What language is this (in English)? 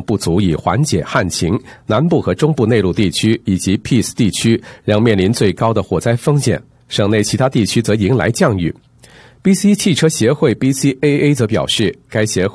Chinese